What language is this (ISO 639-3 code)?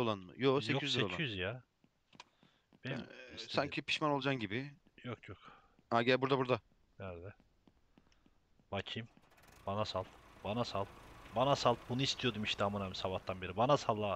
tur